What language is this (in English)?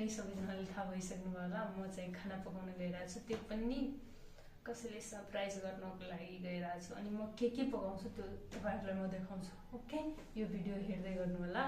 Nepali